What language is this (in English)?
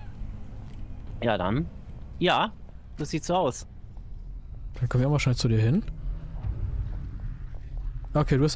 German